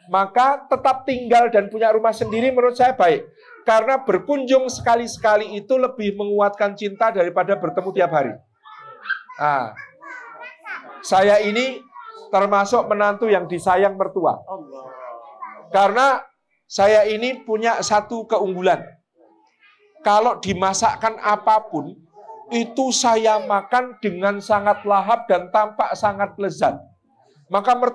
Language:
Indonesian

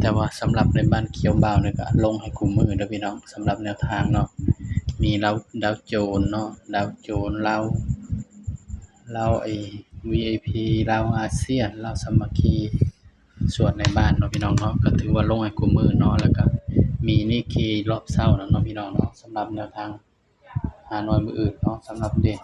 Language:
Northeastern Thai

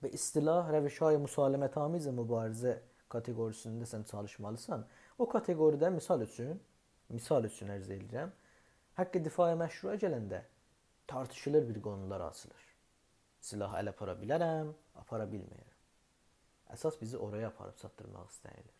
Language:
South Azerbaijani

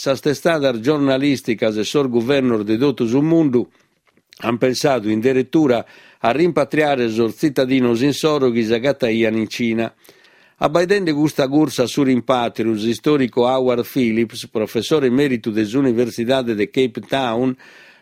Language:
Sardinian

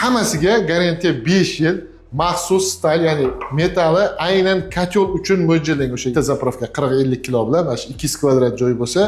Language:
Uzbek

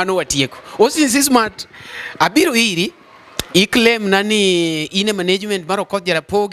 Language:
Luo (Kenya and Tanzania)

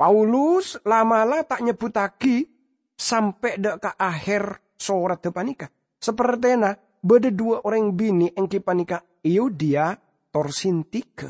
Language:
Madurese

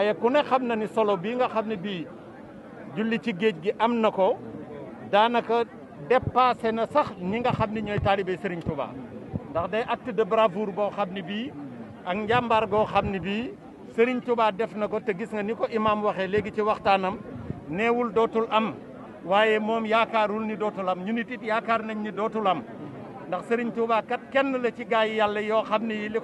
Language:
Wolof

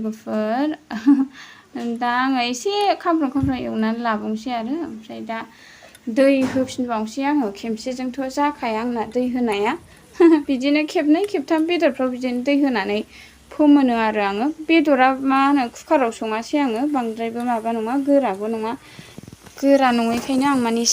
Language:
Bodo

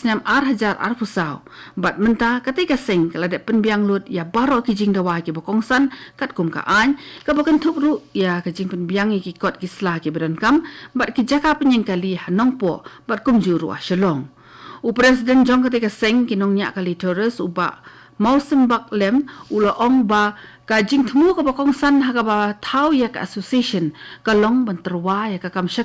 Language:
Khasi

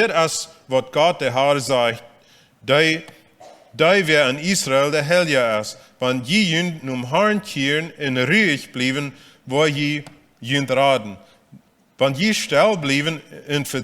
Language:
Plautdietsch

